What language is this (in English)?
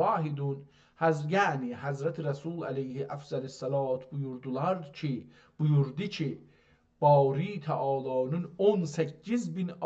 South Azerbaijani